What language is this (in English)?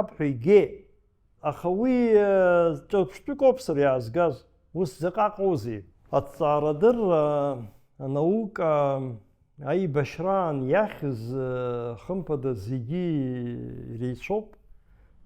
Abkhazian